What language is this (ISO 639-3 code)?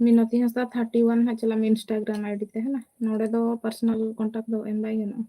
sat